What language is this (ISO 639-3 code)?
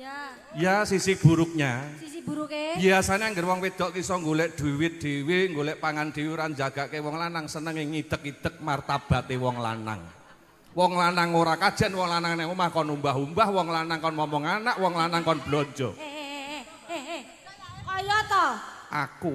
jav